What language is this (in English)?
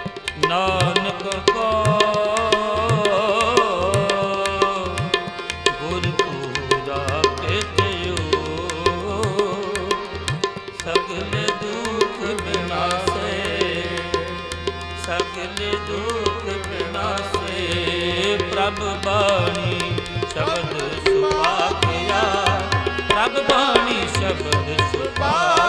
Punjabi